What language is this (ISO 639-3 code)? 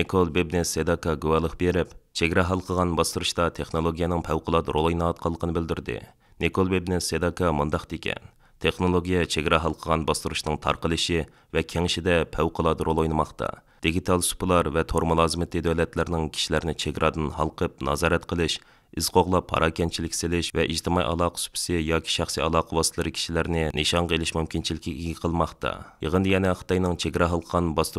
uig